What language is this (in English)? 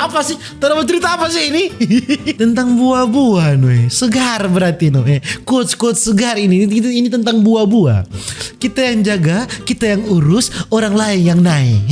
Manado Malay